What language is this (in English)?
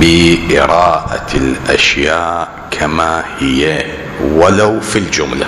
Mesopotamian Arabic